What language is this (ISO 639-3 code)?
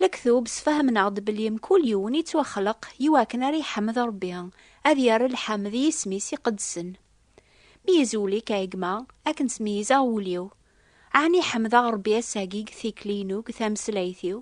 kab